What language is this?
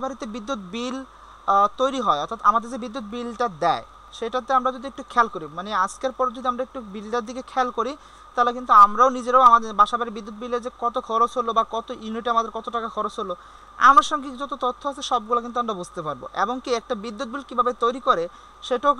Bangla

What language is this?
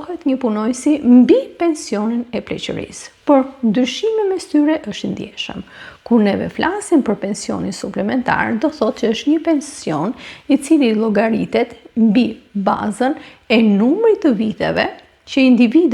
Albanian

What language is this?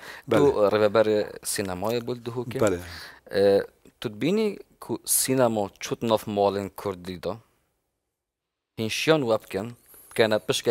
Kurdish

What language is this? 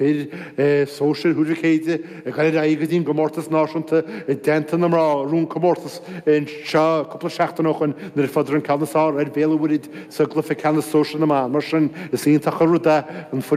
Irish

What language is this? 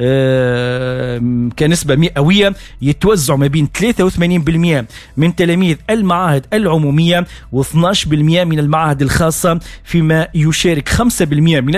Tunisian Arabic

